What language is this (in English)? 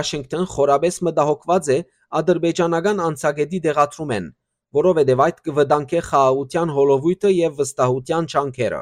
Western Armenian